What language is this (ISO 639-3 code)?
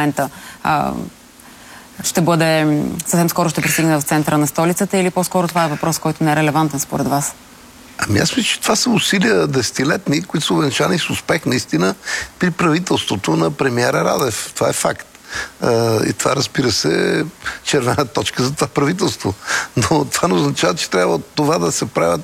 bul